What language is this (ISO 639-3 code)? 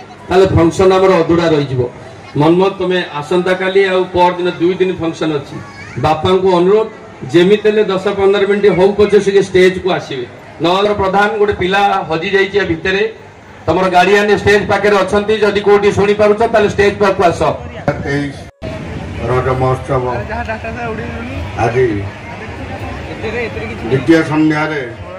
ori